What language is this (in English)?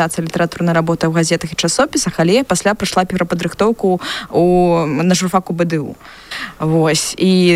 Belarusian